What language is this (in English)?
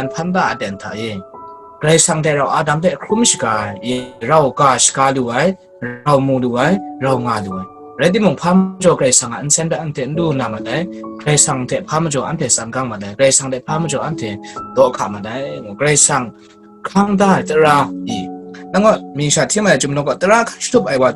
Kachin